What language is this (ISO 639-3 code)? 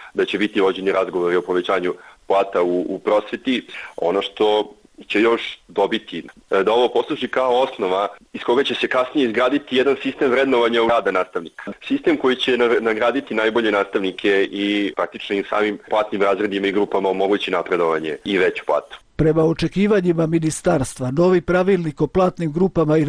srp